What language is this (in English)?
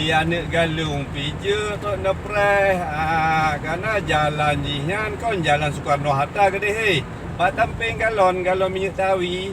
Achinese